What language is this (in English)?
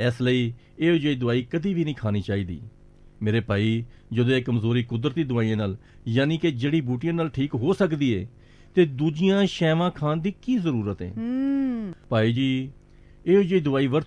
Punjabi